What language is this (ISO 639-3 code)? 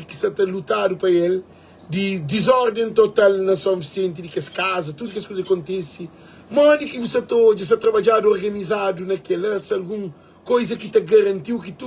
kea